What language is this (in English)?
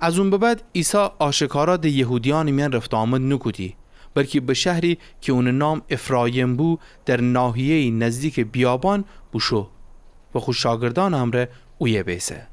Gilaki